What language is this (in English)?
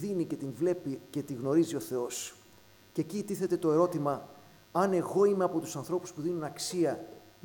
Greek